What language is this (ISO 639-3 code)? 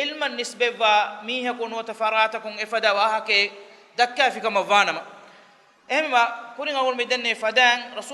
div